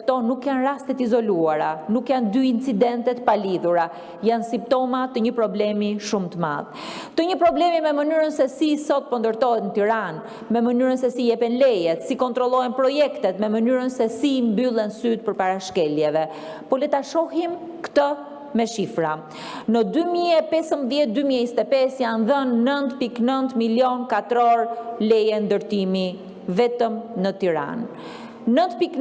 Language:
Albanian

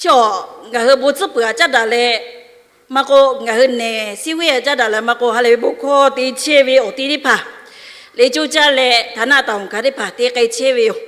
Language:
Lahu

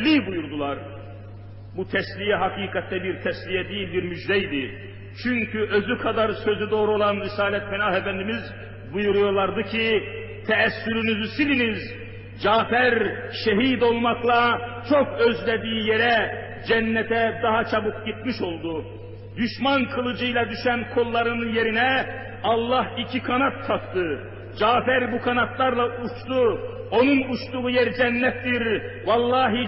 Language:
Turkish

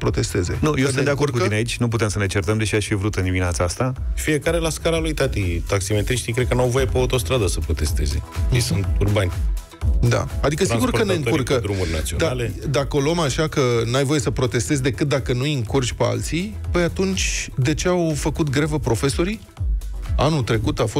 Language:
Romanian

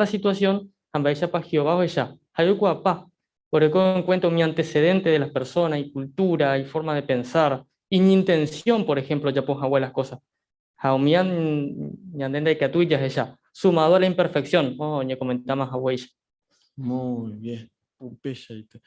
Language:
Guarani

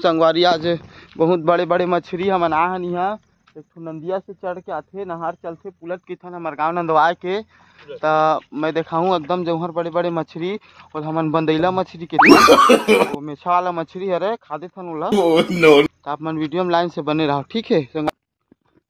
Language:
Chhattisgarhi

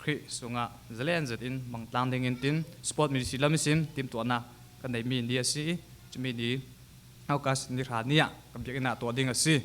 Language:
Falam Chin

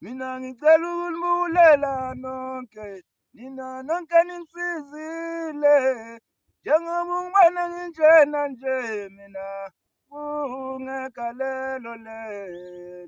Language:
Zulu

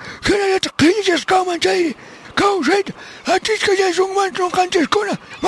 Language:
South Bolivian Quechua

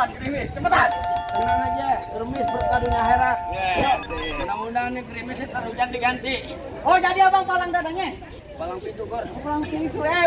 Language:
Betawi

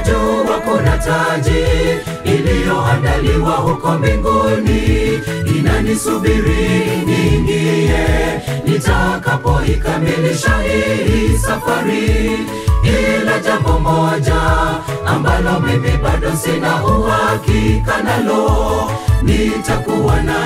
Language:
Swahili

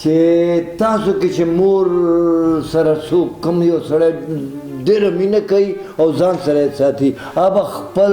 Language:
Pashto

